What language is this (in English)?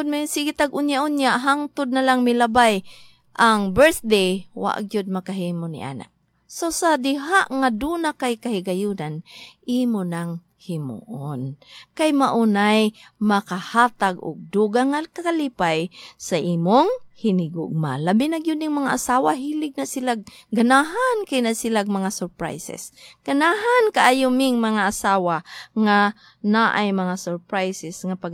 Cebuano